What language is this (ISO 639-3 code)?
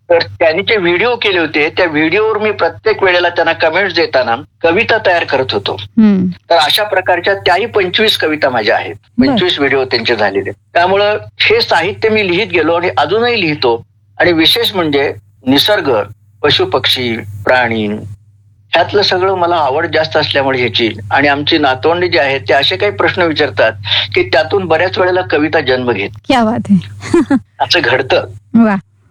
mar